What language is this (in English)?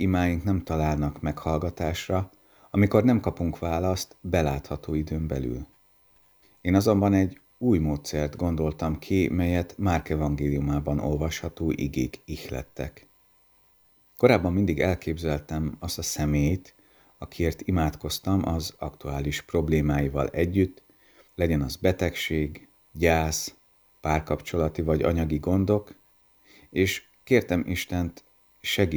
Hungarian